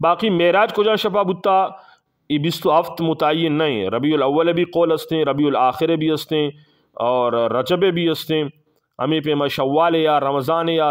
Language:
Eastern Balochi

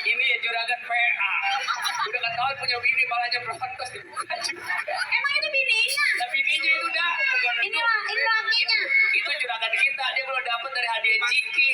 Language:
Betawi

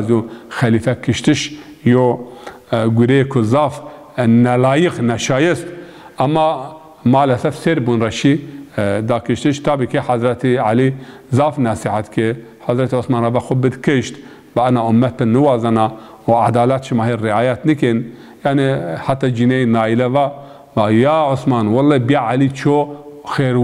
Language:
Zaza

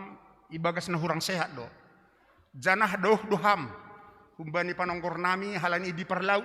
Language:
Batak Simalungun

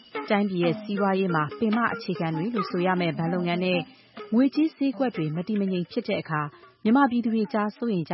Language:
Burmese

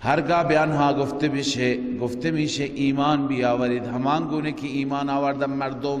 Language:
Persian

